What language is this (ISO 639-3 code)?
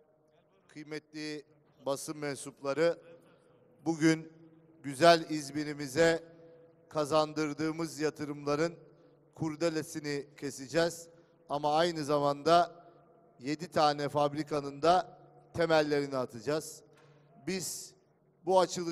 tur